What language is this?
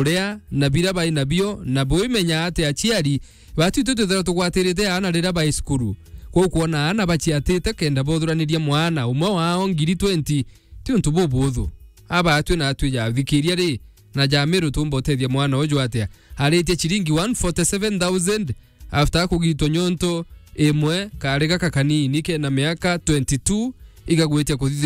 Meru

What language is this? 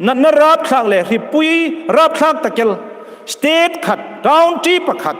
Hmar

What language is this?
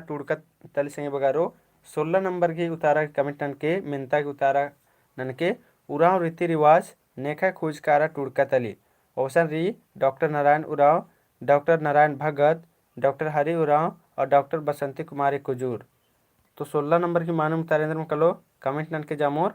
Kurukh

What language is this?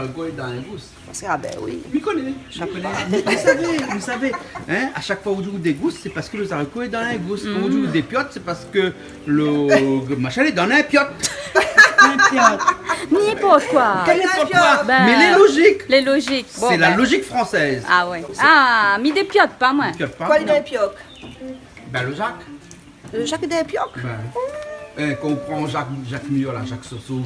Réunion Creole French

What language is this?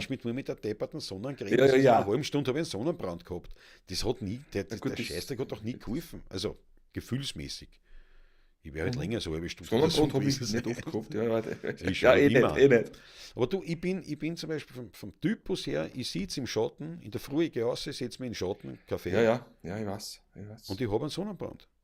Bavarian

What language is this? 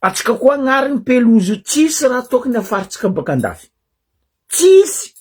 Malagasy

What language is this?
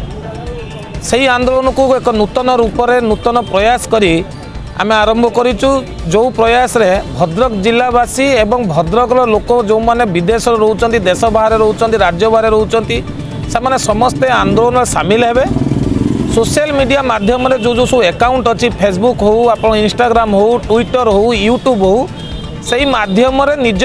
Odia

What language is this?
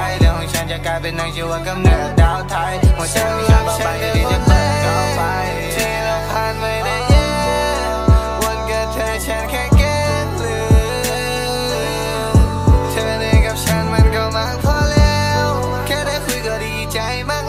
Thai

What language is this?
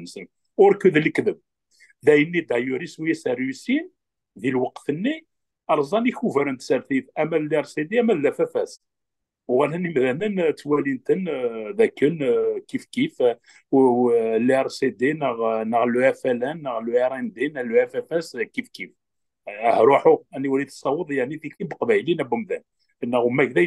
Kabyle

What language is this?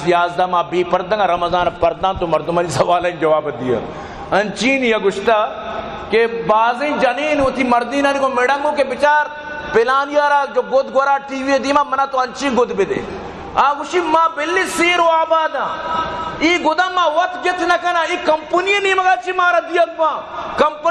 Baluchi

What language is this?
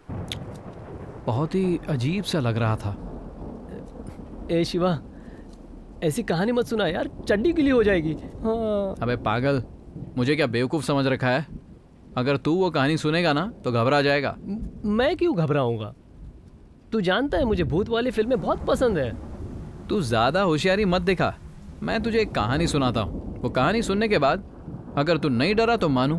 Hindi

